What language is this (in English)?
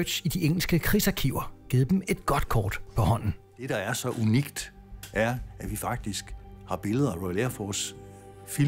Danish